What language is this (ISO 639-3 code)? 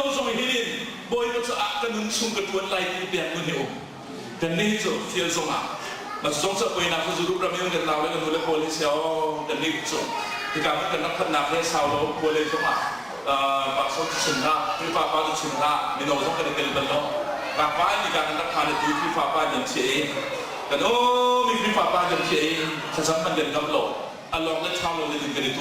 cnh